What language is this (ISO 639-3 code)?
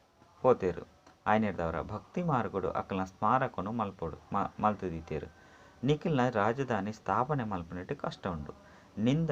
tcy